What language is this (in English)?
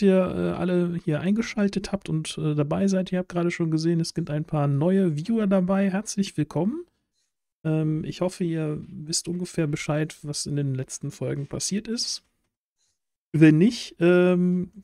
German